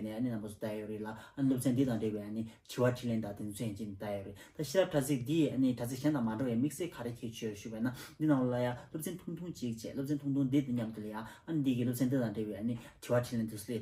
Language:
Tibetan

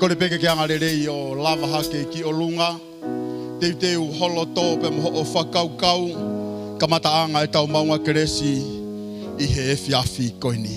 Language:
Tongan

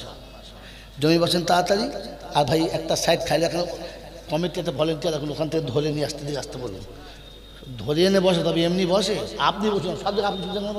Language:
Bangla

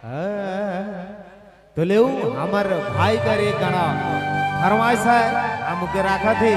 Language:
Sadri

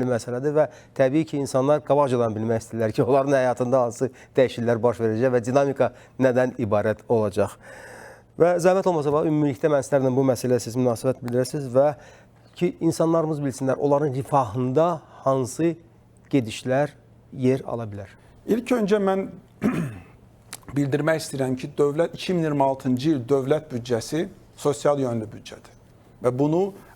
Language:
Azerbaijani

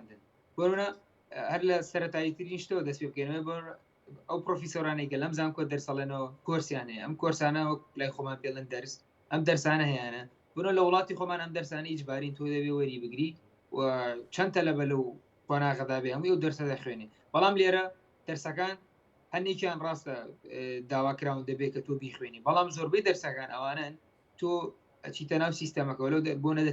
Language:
Central Kurdish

